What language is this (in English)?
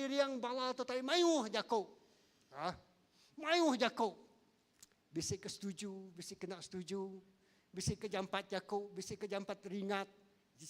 Iban